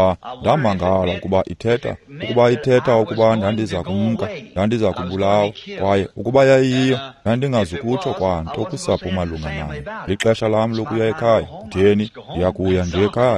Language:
Xhosa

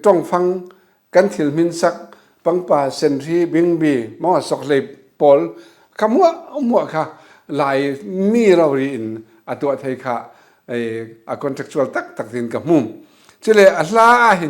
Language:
Falam Chin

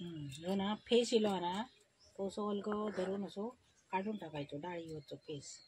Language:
Konkani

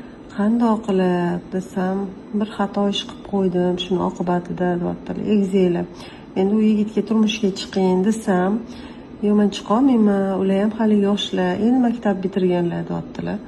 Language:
Uzbek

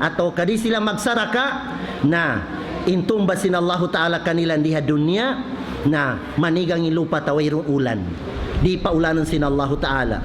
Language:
Tausug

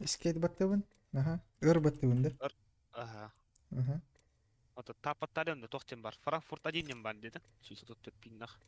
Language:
Yakut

